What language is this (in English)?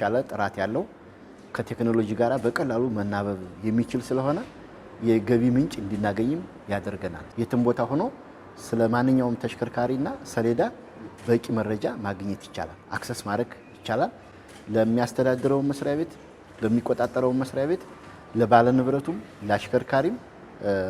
Amharic